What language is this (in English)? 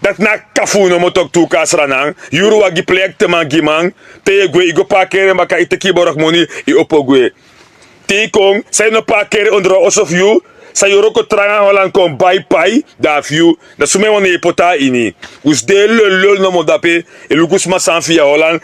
Sranan Tongo